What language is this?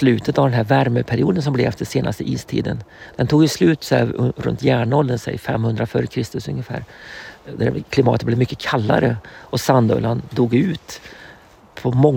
Swedish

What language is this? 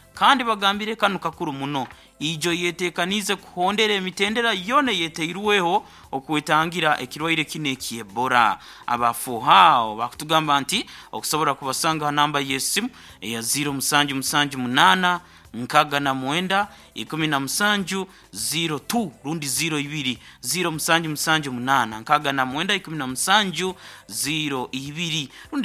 Nyoro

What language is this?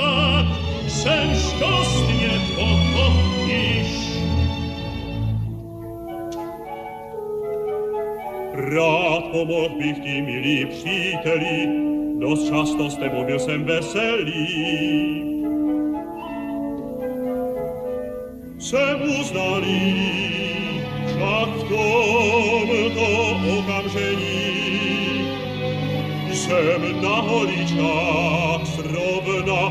Czech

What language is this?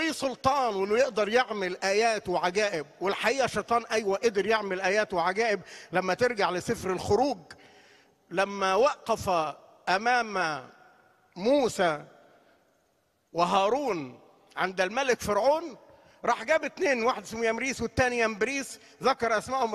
Egyptian Arabic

